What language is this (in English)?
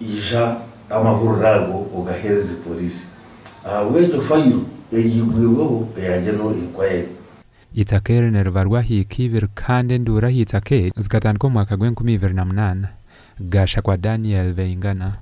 Nyankole